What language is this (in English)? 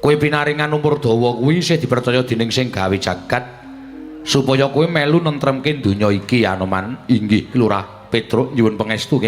Javanese